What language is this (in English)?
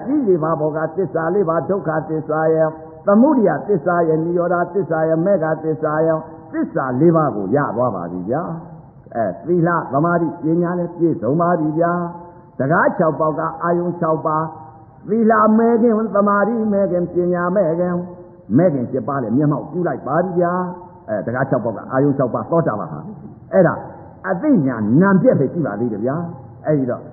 Burmese